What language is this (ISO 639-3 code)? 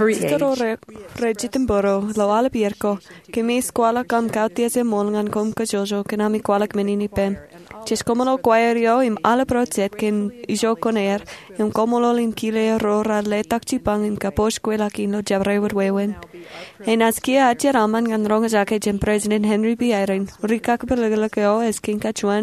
mah